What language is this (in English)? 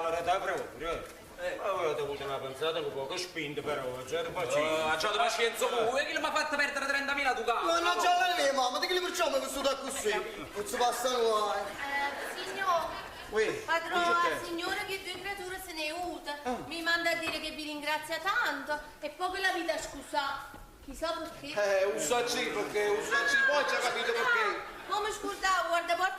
Neapolitan